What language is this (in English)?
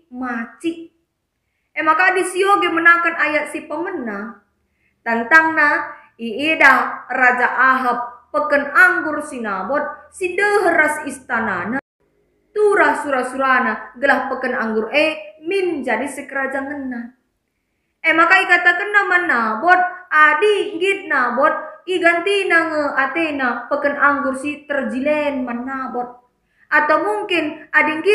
Batak Karo